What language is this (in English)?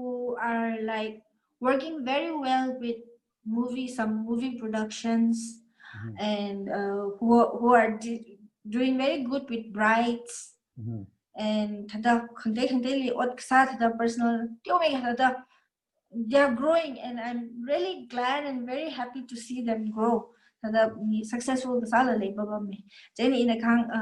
Tangkhul Naga (India)